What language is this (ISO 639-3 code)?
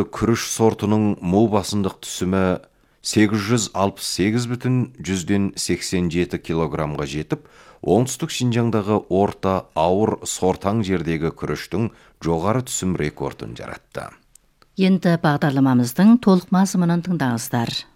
kaz